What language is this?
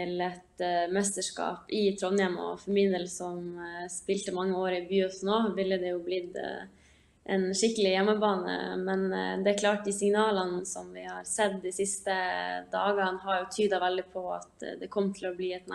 Norwegian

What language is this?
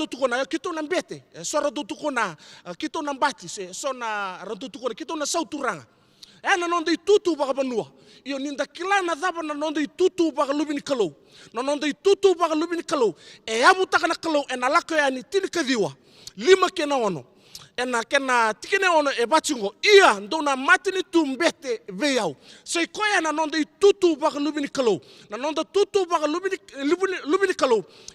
Fijian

